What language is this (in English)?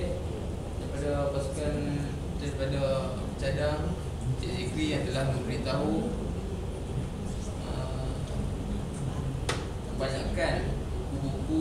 Malay